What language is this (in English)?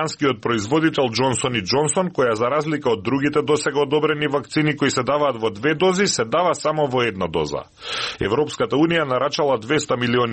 Macedonian